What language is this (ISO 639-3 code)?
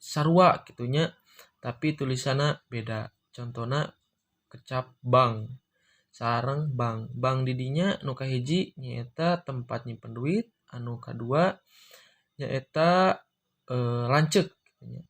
sun